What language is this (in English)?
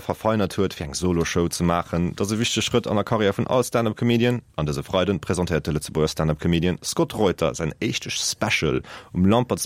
Luxembourgish